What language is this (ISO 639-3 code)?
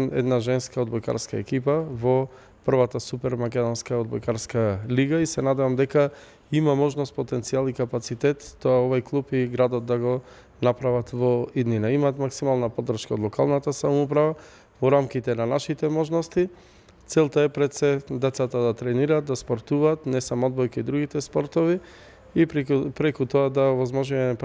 mkd